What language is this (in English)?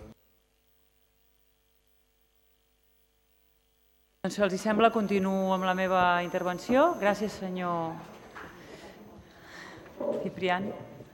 Catalan